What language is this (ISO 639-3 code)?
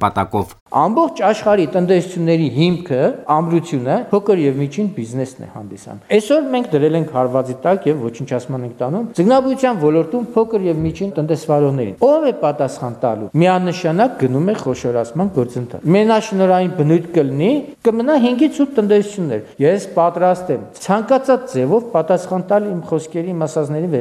hye